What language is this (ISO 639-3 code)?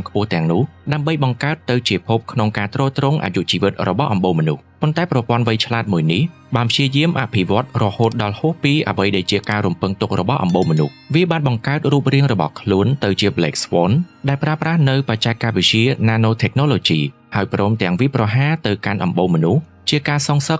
khm